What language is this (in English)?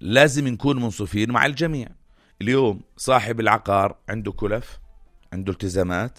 North Levantine Arabic